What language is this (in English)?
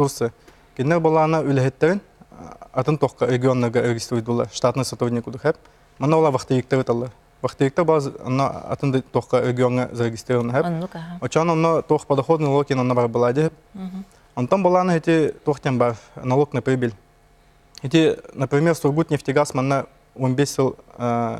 Yakut